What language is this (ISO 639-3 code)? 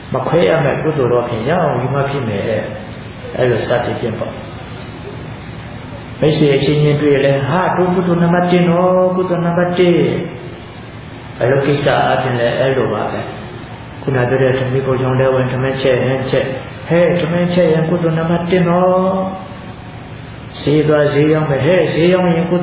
mya